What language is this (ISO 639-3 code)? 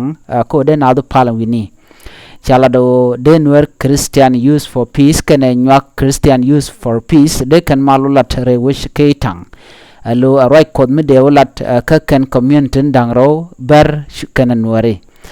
nus